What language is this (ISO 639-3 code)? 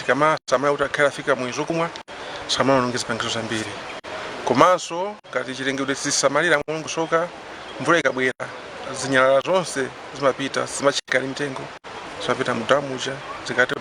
nya